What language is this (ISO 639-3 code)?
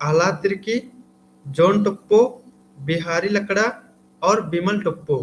kru